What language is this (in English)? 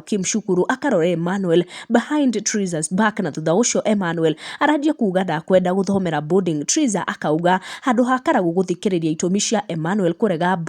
Kikuyu